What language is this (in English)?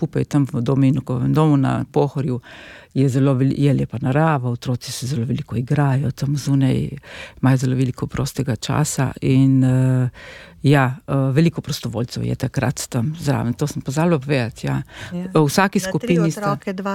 Slovenian